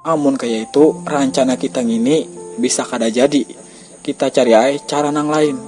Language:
Banjar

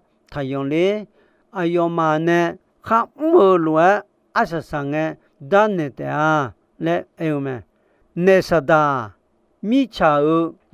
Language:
Akha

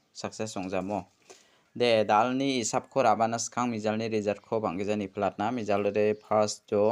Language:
Garo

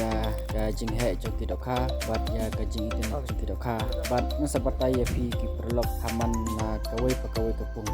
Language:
Khasi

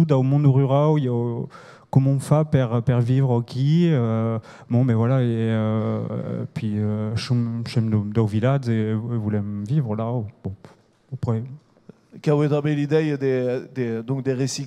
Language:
Occitan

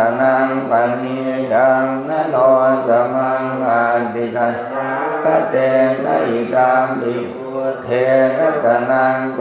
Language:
Pali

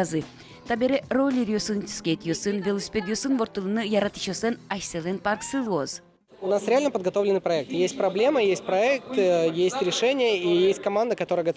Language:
Udmurt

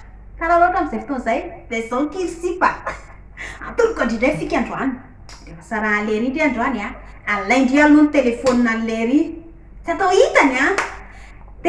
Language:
Malagasy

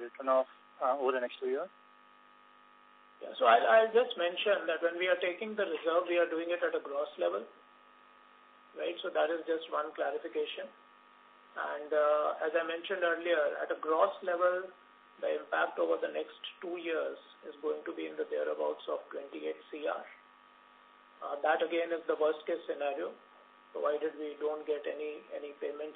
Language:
English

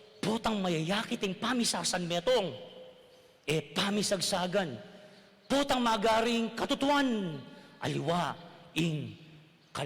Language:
Pampanga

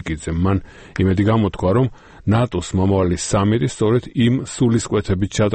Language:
Georgian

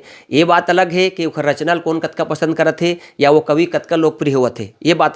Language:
Chhattisgarhi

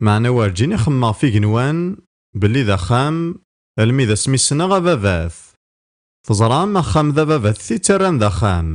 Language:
Kabyle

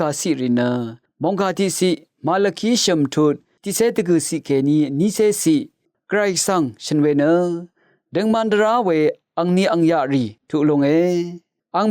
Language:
Rawang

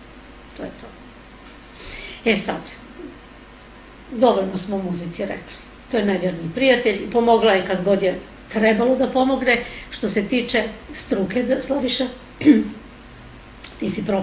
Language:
Serbian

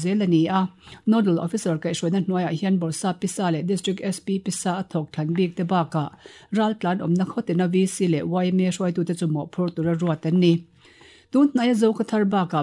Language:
Mizo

